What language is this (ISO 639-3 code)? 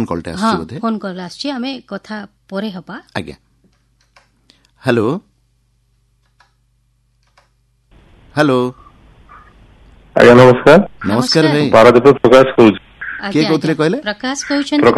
ori